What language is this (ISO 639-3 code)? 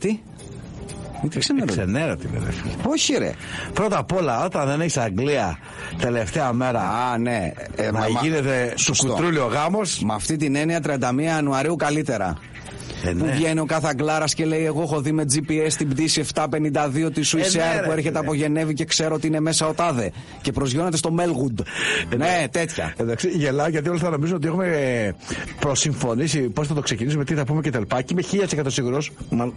ell